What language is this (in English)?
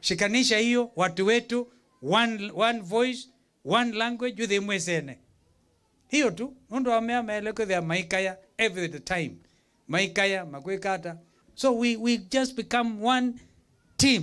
Kamba